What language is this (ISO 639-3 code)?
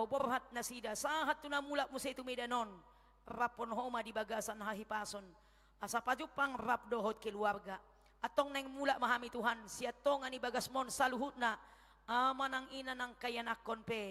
bbc